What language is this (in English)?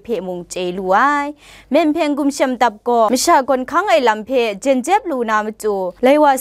Kachin